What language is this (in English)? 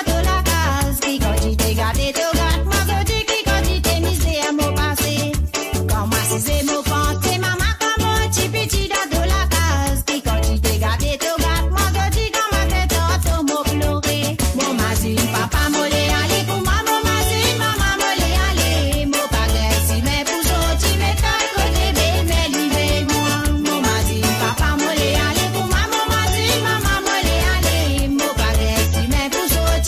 Morisyen